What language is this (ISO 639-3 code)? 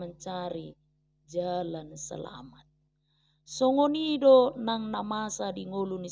bbc